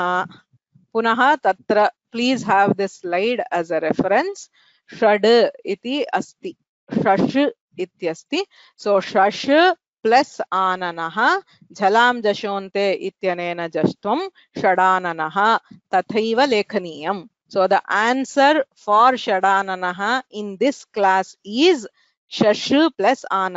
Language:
Sanskrit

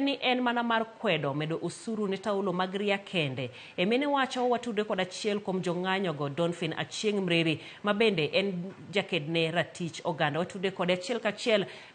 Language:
Luo (Kenya and Tanzania)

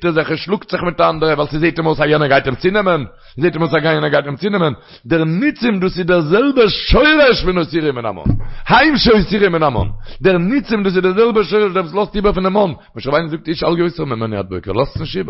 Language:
Yiddish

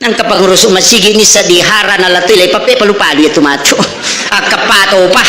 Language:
Buginese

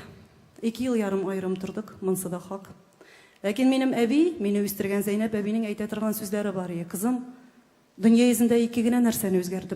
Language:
Tatar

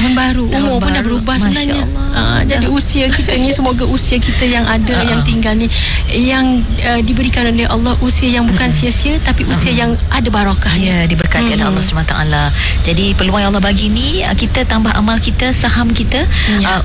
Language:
Malay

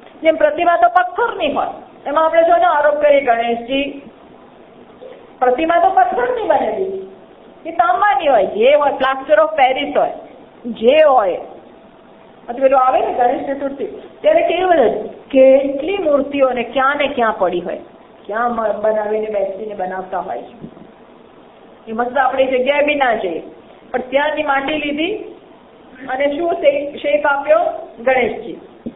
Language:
Gujarati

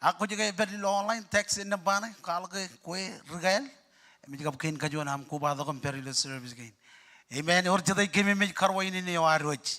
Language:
Marshallese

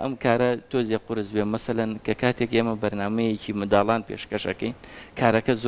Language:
Central Kurdish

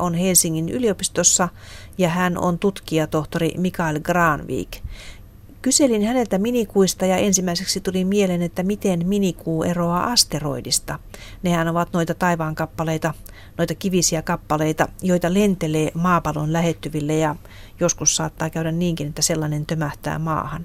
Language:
Finnish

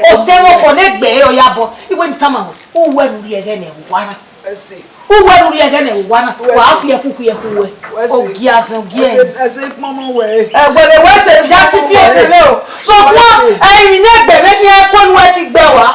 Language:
Bini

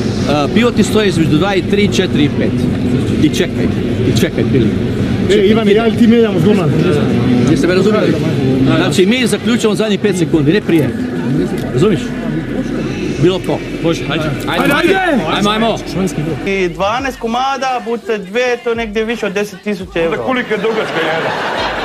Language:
Croatian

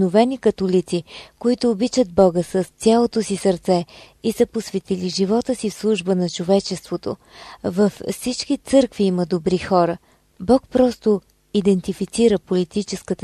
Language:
Bulgarian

